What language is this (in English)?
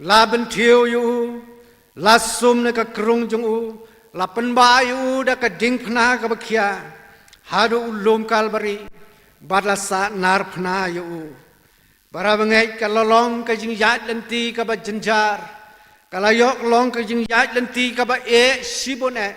Khasi